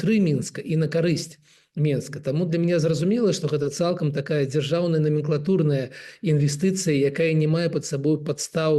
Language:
Belarusian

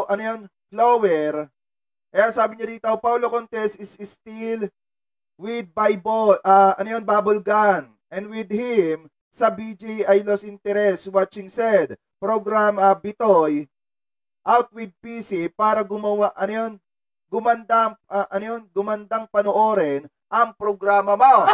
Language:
Filipino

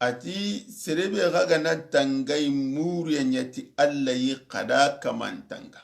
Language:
Soninke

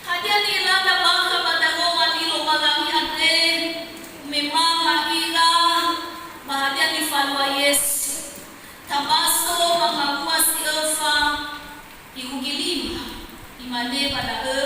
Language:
Nias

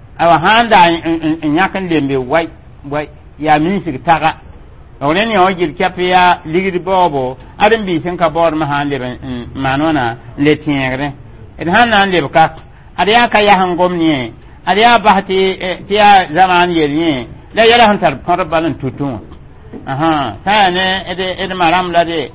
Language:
Mossi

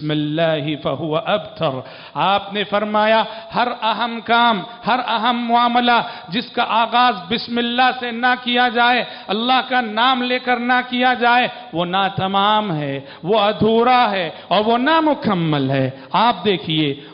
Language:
Urdu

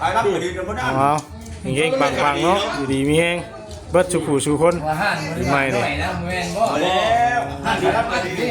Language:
Northeastern Thai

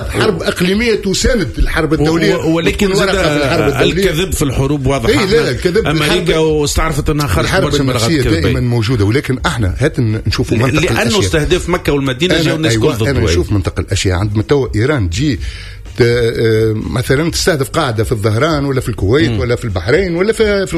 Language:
Tunisian Arabic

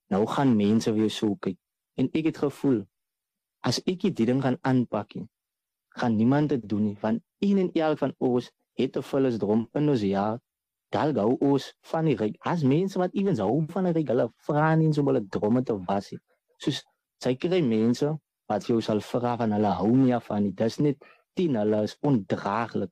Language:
Afrikaans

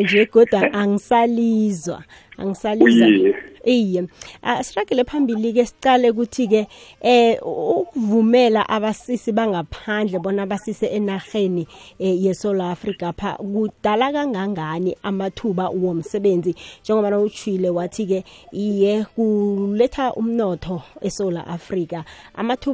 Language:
South Ndebele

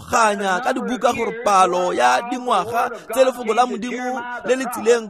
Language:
Tswana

